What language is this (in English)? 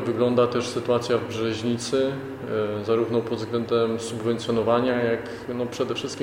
Polish